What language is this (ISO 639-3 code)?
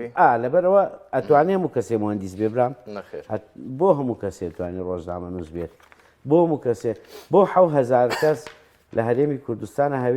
ckb